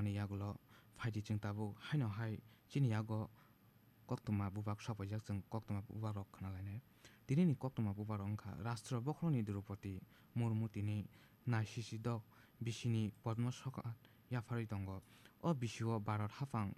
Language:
Kok Borok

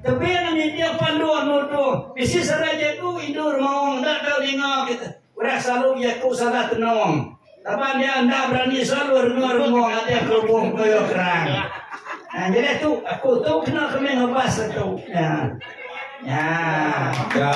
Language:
Iban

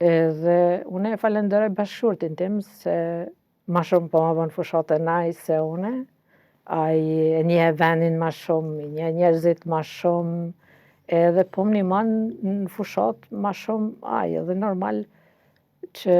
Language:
Albanian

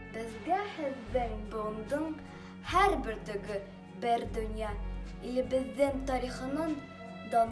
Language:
Bashkir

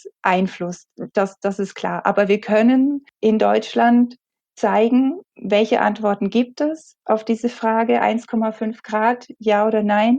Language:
German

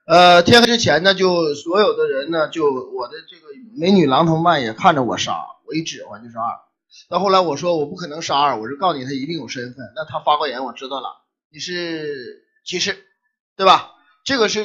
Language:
Chinese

